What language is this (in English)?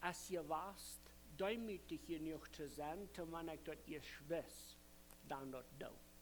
Plautdietsch